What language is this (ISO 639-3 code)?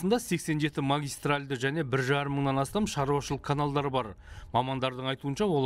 kaz